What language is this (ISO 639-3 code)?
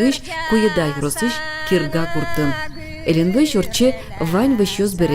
udm